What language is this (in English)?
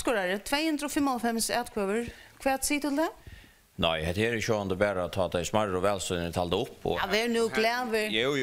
Faroese